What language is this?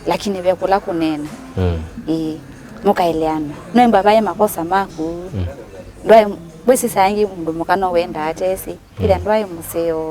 Kamba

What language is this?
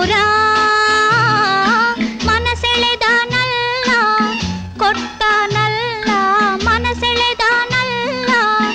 Kannada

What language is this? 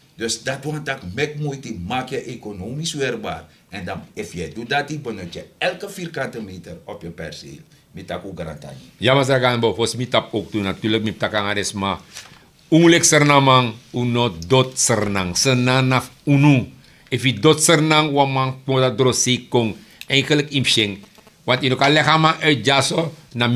Sranan Tongo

